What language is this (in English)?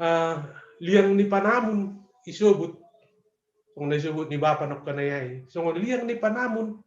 Batak Simalungun